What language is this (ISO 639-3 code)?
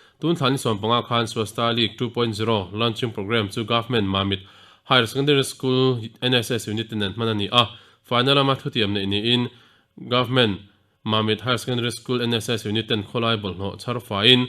lus